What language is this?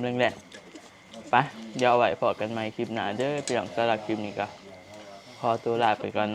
Northeastern Thai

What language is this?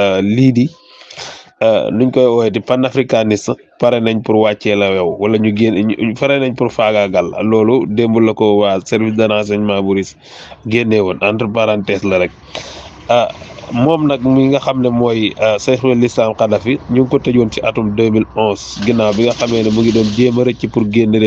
Wolof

